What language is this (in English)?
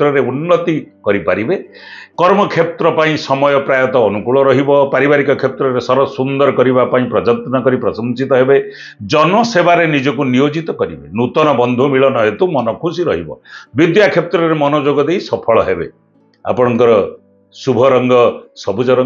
Odia